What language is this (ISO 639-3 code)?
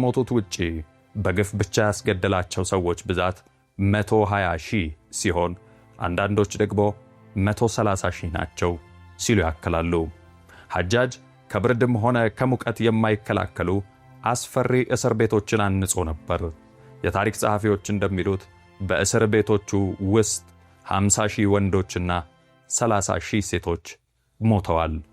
amh